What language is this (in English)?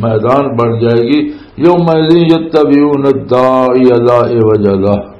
Western Panjabi